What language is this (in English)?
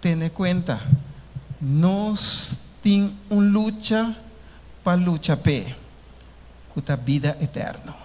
Papiamento